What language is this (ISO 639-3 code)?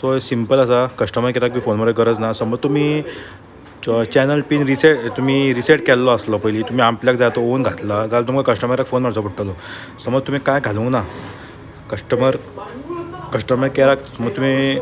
kok